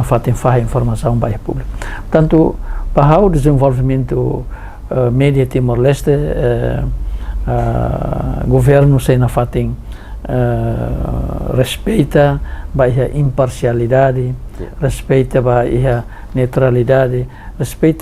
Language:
Tetum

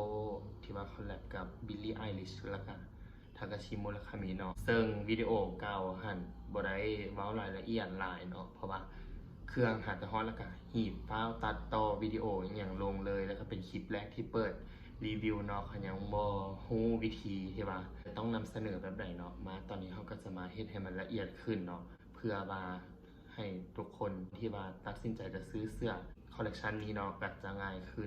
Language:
Lao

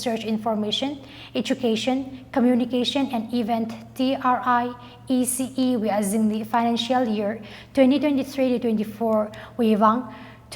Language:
Tangkhul Naga (India)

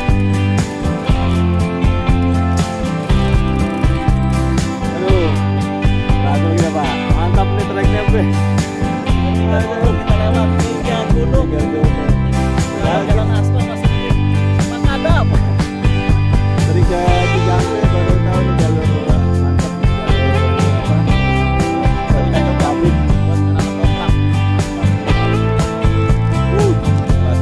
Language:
Indonesian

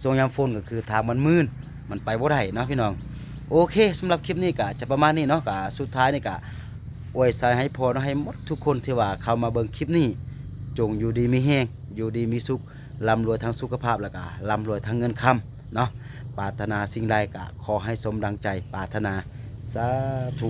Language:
Lao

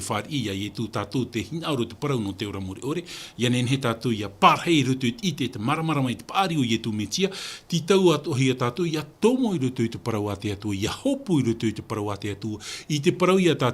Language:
Tahitian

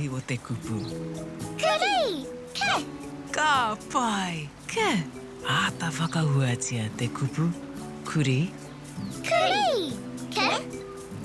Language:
Māori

